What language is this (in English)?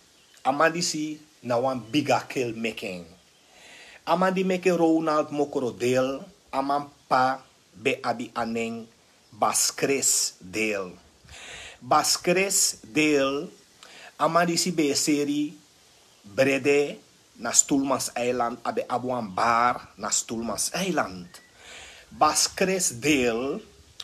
Sranan Tongo